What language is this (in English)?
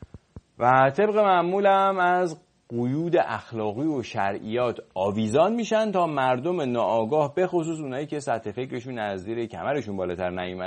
Persian